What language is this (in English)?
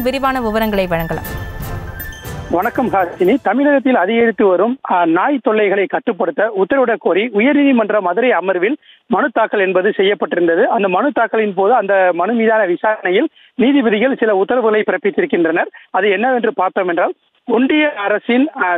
Tamil